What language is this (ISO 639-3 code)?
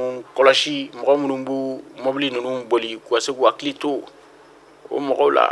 bam